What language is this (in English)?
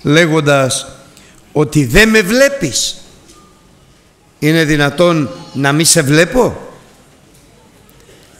Greek